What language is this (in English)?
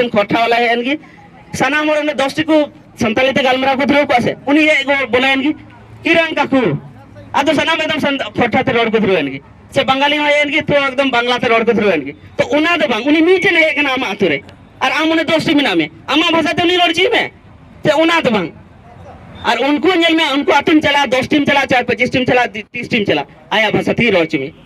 Santali